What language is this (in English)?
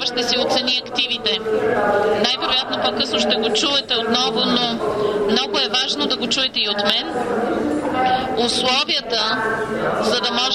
Bulgarian